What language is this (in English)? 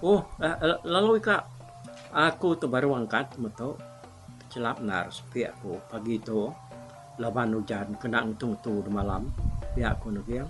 Iban